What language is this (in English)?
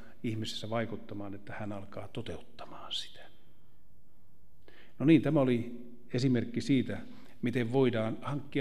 Finnish